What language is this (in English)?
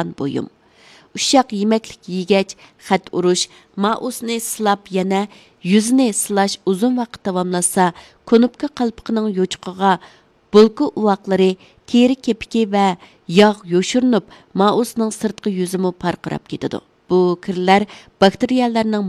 Uyghur